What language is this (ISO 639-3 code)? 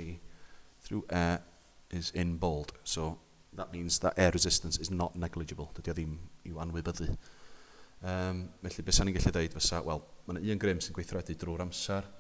cym